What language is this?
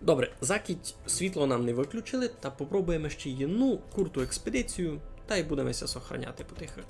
Rusyn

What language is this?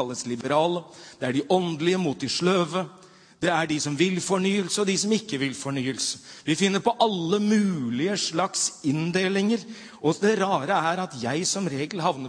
Norwegian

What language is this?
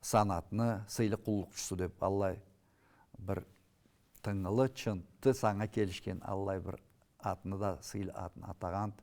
Karachay-Balkar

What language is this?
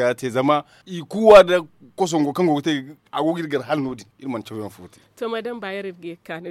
Zarma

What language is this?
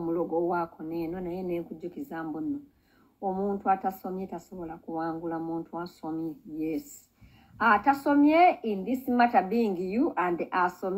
Ganda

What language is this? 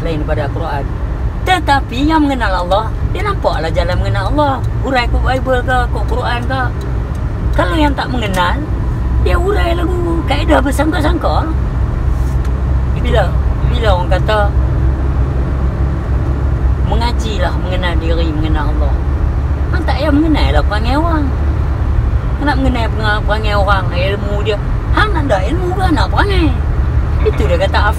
Malay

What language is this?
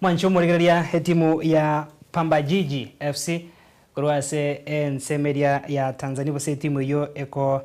Gusii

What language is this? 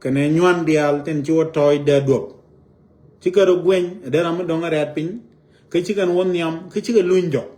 Nuer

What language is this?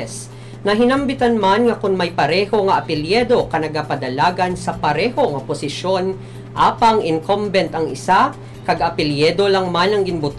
Hiligaynon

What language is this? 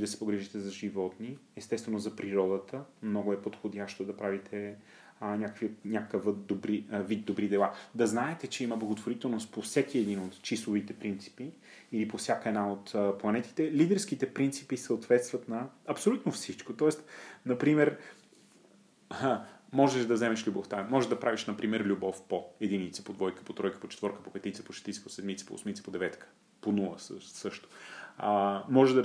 Bulgarian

